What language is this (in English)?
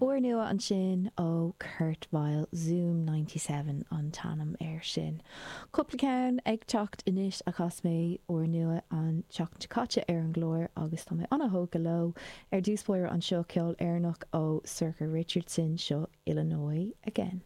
Irish